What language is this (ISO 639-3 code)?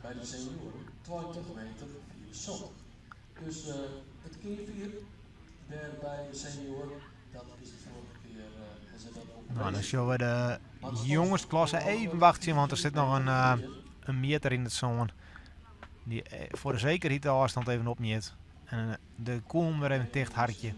fry